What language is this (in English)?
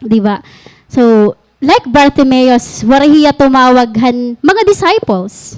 Waray